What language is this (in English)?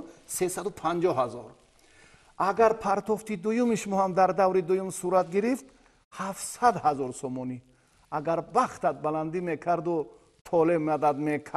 Tajik